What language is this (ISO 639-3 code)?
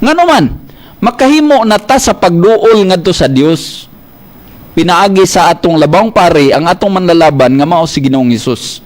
ceb